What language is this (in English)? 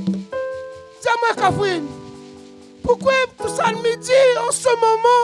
Réunion Creole French